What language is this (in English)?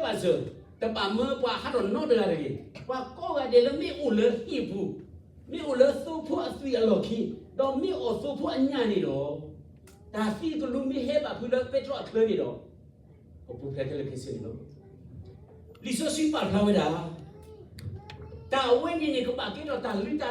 S'gaw Karen